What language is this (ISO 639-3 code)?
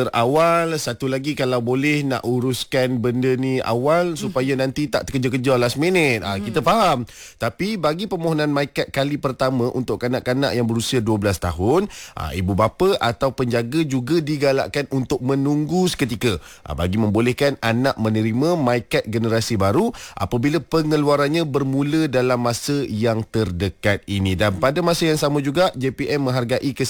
msa